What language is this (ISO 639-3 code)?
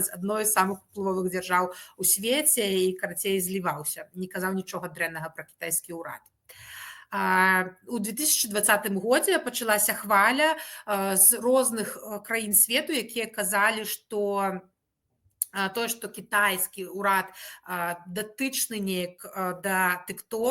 bel